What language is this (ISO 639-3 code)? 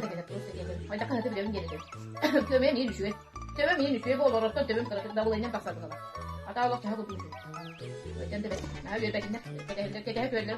sah